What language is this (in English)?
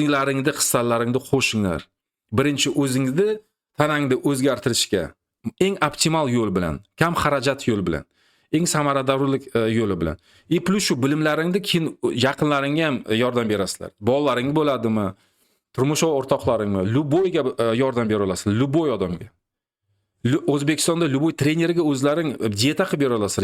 Uzbek